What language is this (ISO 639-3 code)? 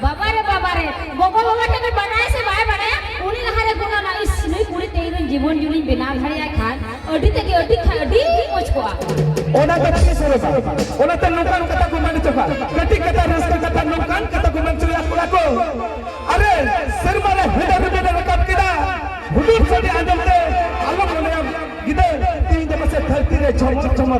sat